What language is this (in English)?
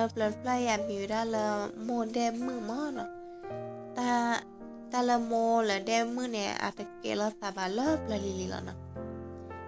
S'gaw Karen